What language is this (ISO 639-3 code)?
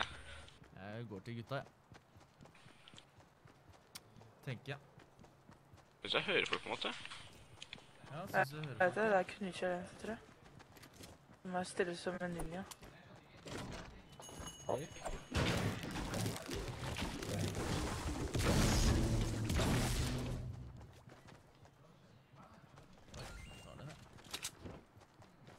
nor